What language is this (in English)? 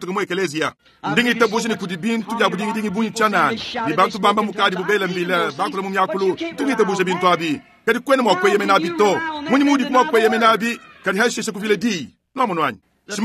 Luba-Lulua